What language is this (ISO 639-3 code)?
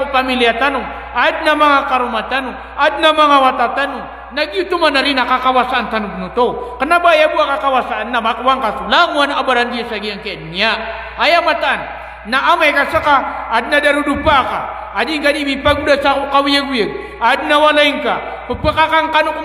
mrw